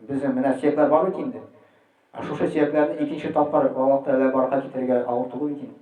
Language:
Tatar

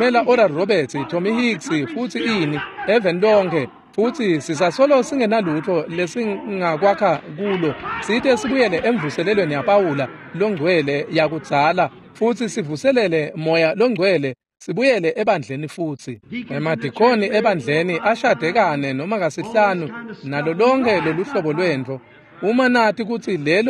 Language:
Swati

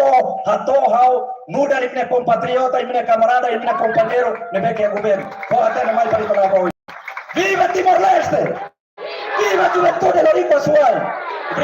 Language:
Tetum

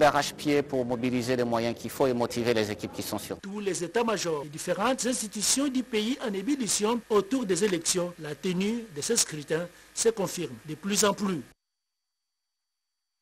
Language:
French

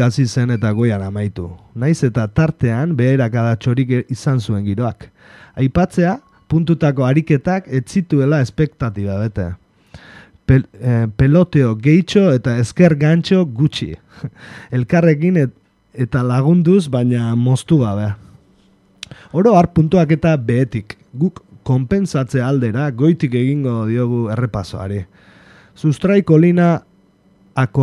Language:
Basque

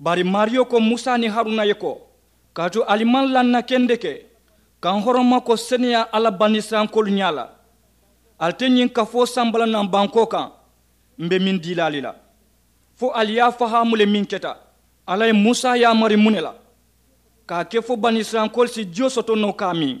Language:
Mandingo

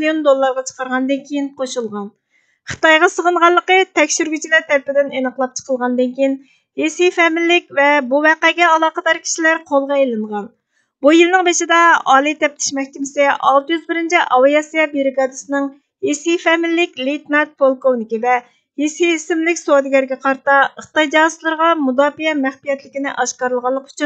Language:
Uyghur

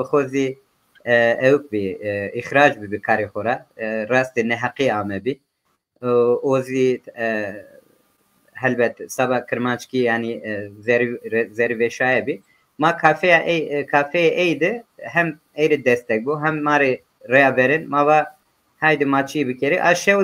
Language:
Zaza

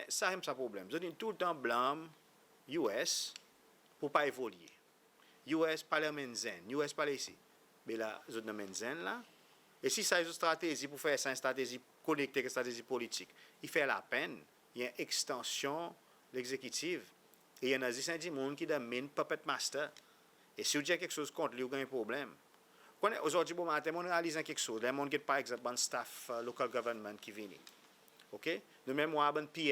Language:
Seselwa Creole French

